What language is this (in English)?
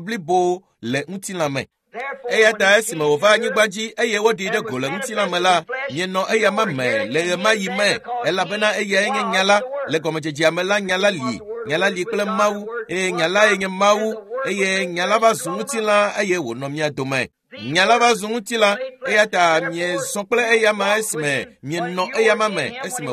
Ewe